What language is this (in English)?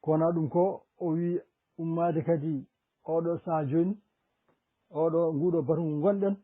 Fula